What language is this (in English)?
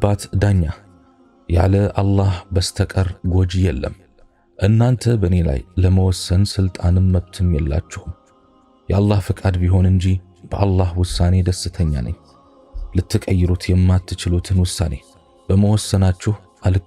Amharic